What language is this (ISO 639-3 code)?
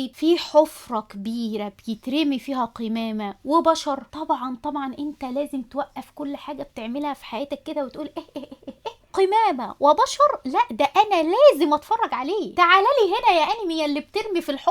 arz